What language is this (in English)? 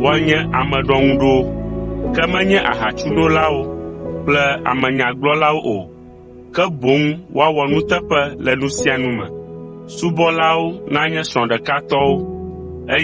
Ewe